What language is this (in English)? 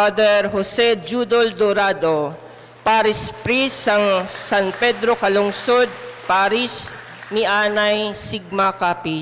Hiligaynon